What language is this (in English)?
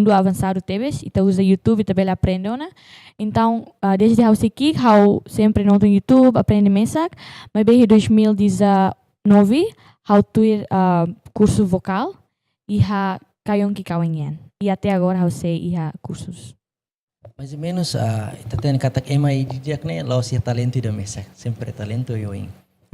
Tetum